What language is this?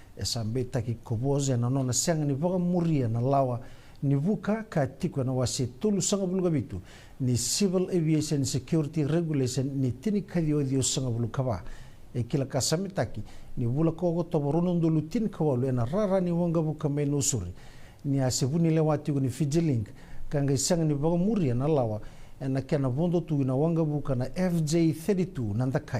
Fijian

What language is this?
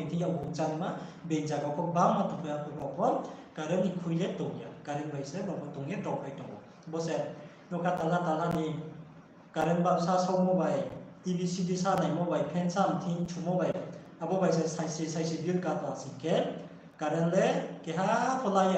Riang (India)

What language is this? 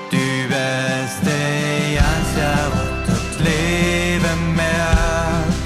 Plautdietsch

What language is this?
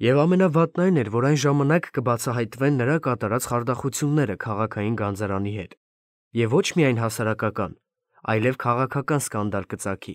Armenian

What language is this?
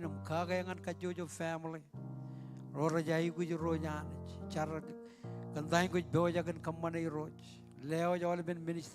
Marshallese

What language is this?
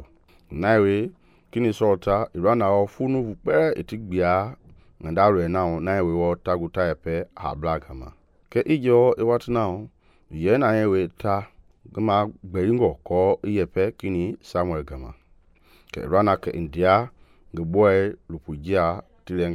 Mende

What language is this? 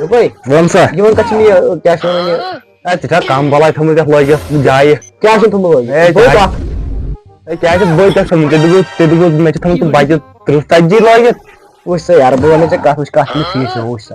Kashmiri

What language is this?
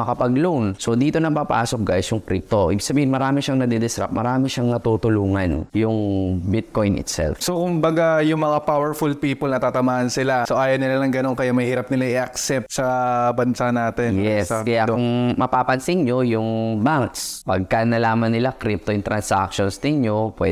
Filipino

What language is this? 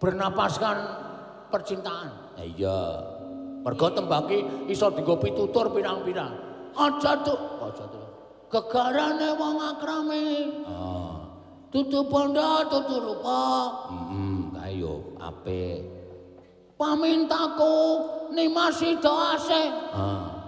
Javanese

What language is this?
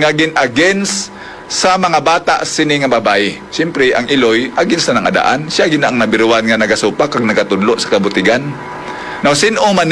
Hiligaynon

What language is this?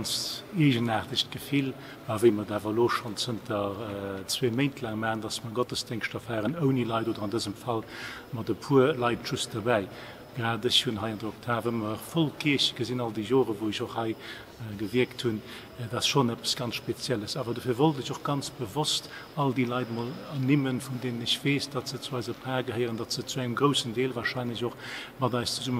Luxembourgish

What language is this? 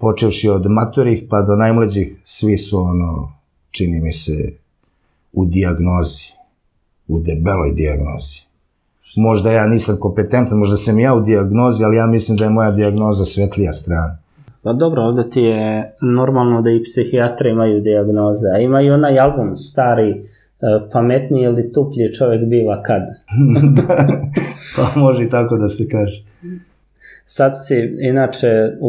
Serbian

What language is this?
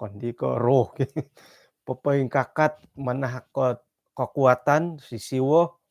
Central Dusun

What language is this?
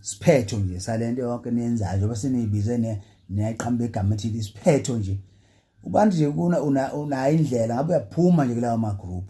Zulu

